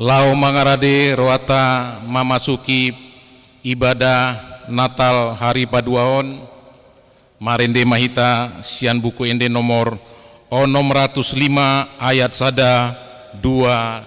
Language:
Batak Toba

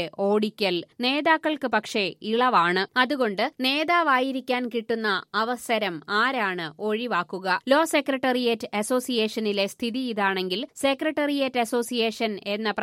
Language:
Malayalam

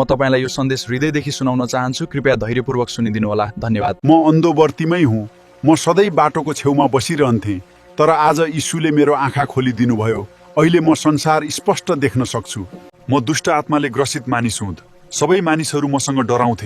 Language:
Nepali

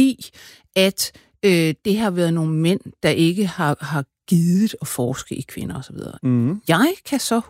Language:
Danish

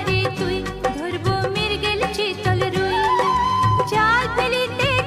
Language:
Bangla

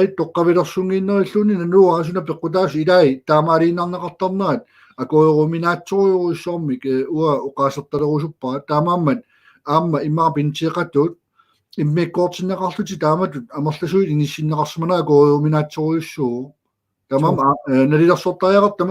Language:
Kalaallisut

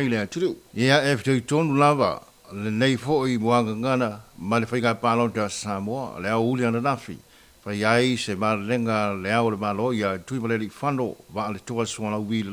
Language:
Samoan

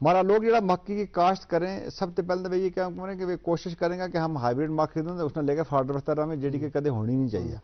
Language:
Gujari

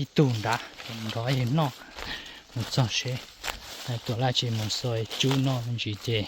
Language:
Hmong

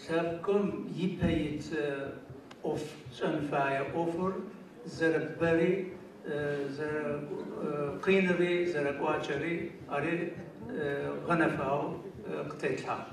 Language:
Adyghe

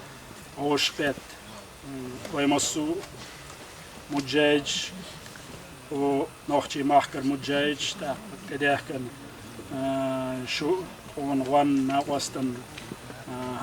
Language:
Chechen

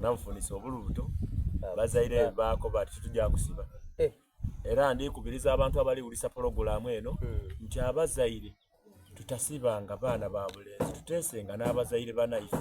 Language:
Soga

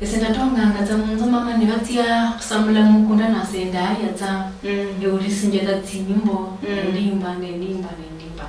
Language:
Luyia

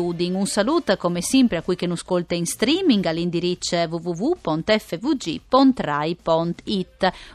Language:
Friulian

